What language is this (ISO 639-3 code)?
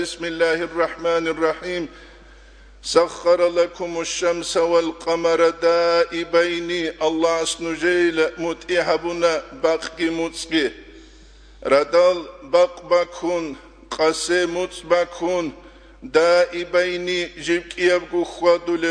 ava